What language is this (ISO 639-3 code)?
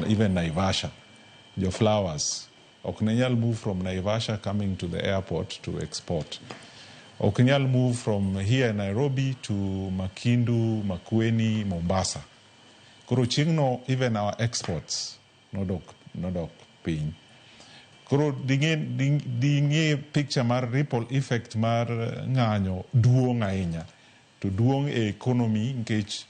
luo